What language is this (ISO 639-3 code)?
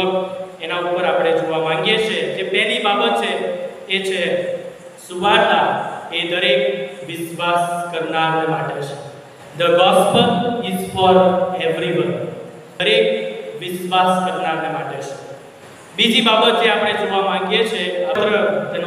guj